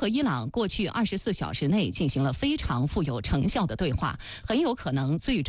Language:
Chinese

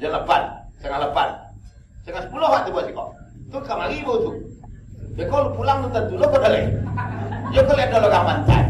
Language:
Minangkabau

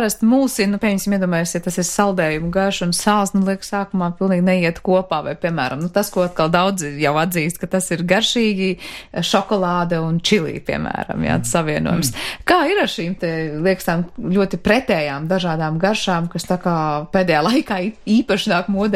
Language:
Latvian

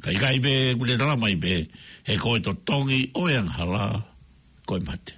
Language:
Tongan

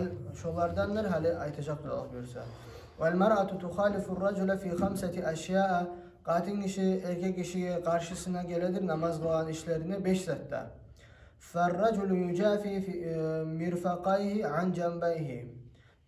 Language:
Kumyk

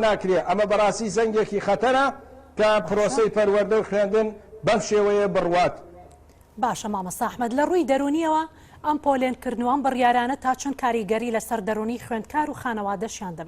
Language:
Central Kurdish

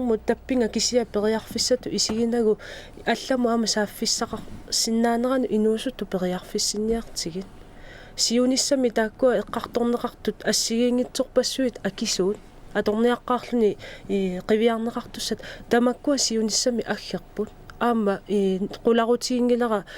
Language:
Kalaallisut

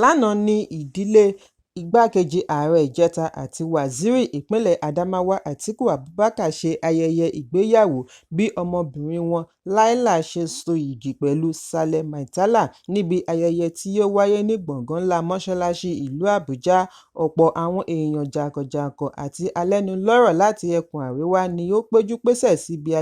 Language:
Yoruba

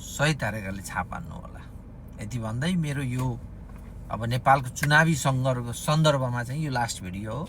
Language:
Nepali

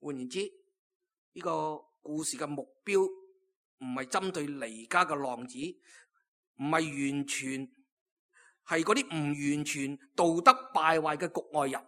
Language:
Cantonese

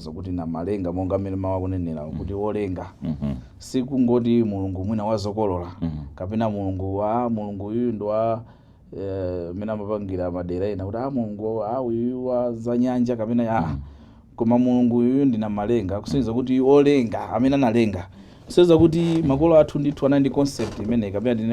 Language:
Nyanja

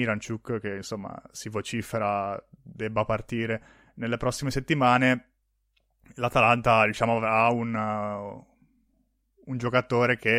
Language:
Italian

